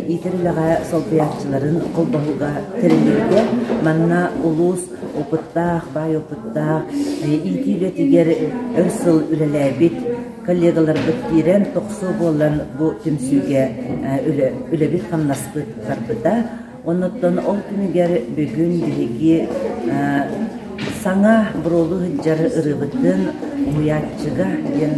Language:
Yakut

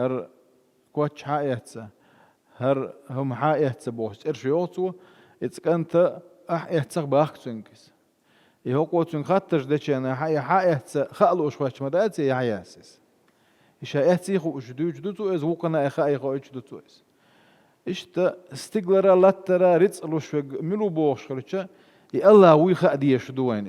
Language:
Chechen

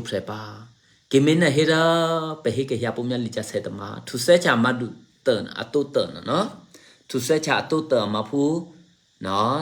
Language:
Eastern Kayah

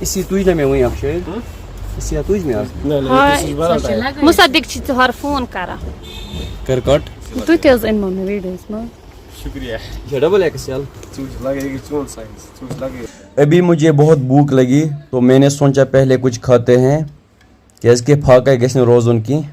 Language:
Kashmiri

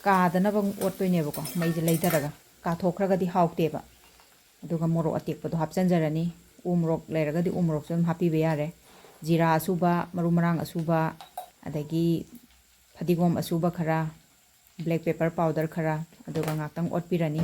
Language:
Manipuri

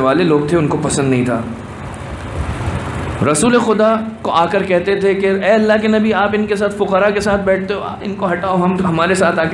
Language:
Urdu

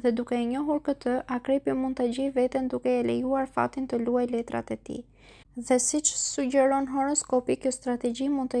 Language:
Albanian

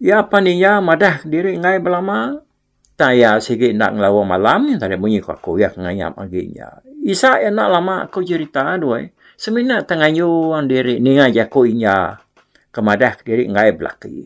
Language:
Iban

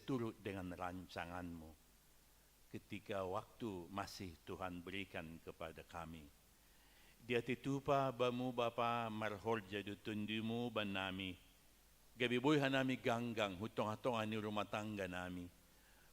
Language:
Batak Simalungun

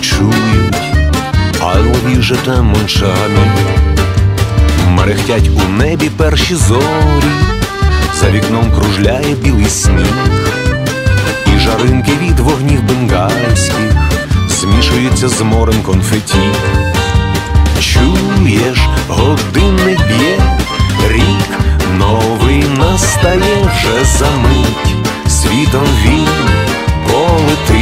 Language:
Ukrainian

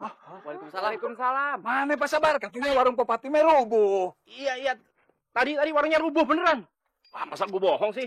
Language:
Betawi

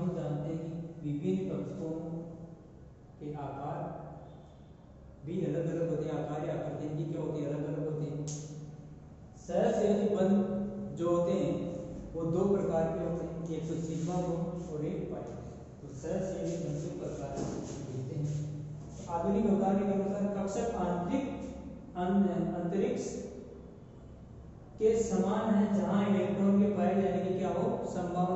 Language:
Hindi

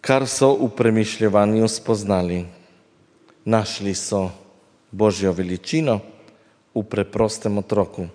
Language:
Slovenian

